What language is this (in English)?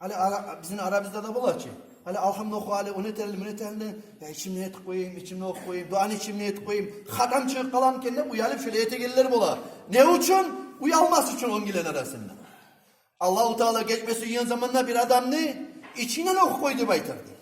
Kumyk